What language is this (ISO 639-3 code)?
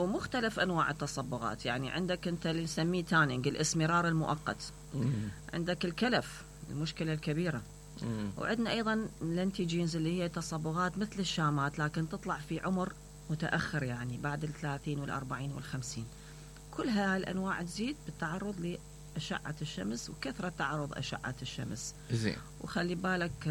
acm